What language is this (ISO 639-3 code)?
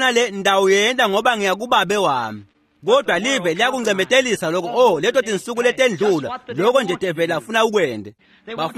ssw